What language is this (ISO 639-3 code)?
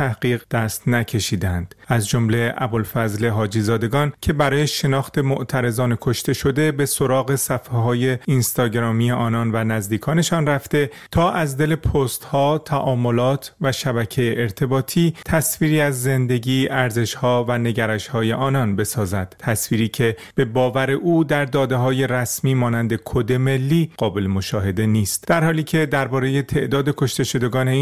fas